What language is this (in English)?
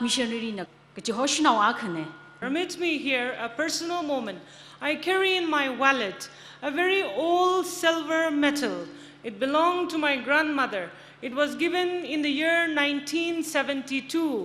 Tangkhul Naga (India)